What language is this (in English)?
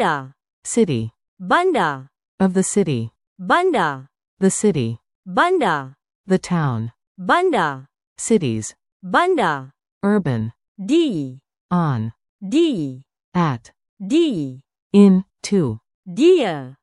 Malay